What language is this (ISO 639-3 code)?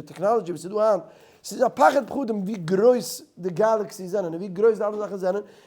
yid